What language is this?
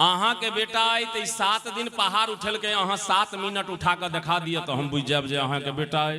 Maithili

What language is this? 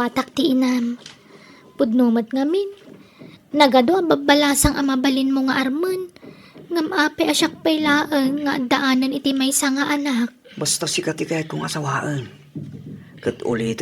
Iloko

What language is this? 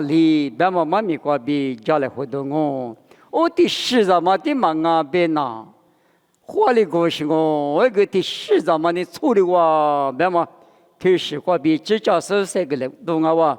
Lisu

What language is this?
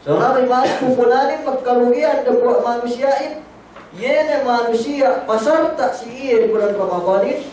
Yakan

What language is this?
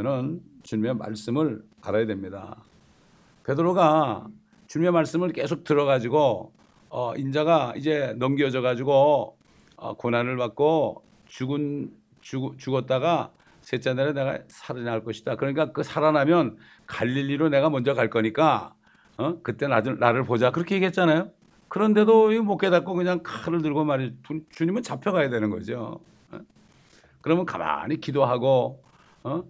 Korean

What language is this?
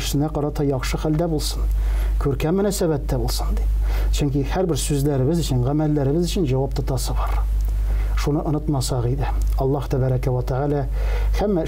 Tatar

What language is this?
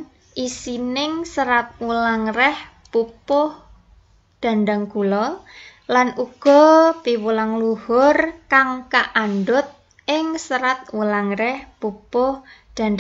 Javanese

